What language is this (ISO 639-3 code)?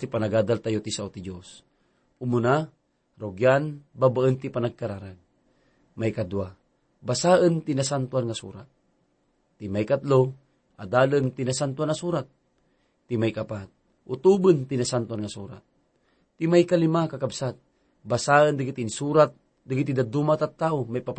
ilo